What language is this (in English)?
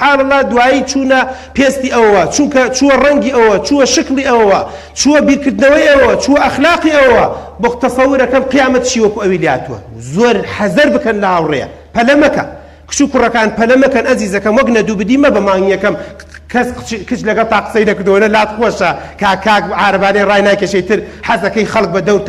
Central Kurdish